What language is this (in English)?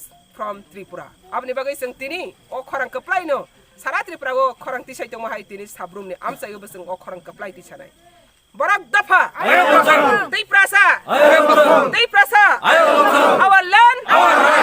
Kok Borok